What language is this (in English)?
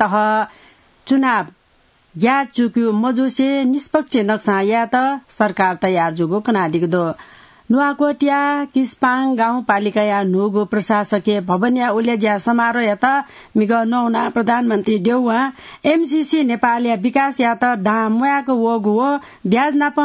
Newari